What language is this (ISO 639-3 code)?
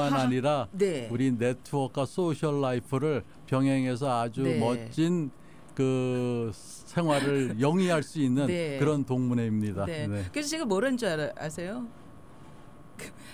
kor